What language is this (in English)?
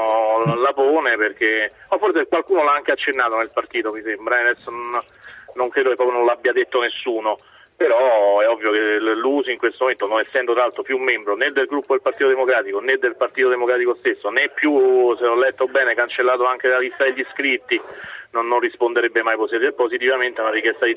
Italian